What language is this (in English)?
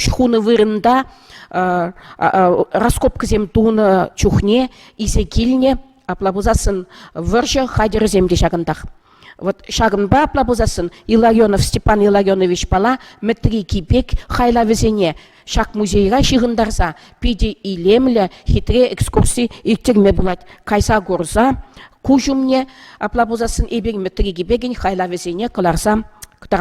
Chuvash